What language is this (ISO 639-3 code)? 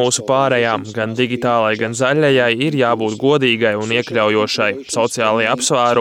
lav